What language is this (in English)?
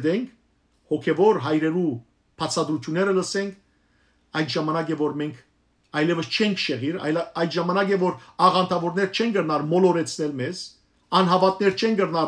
Western Armenian